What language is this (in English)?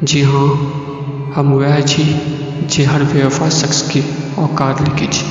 Maithili